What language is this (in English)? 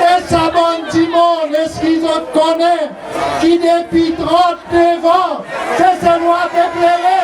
Seselwa Creole French